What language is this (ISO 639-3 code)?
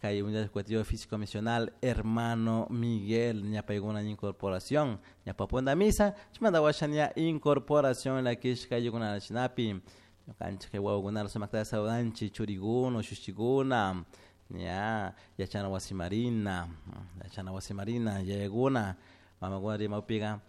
qug